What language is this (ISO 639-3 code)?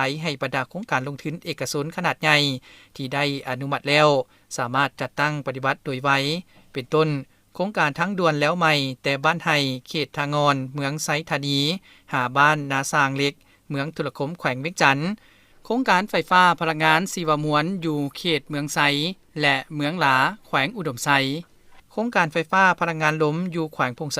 lao